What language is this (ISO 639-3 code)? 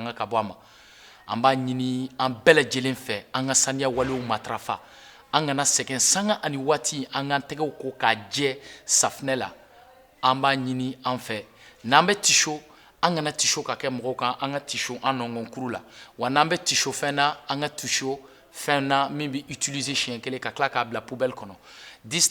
bam